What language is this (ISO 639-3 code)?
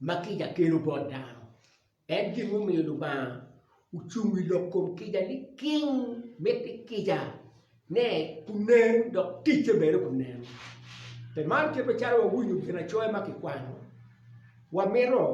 ach